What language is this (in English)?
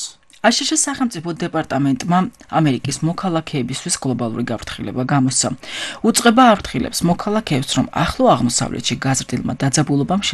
Georgian